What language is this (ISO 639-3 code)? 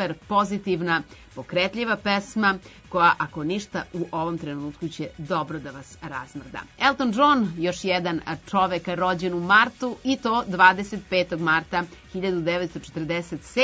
srp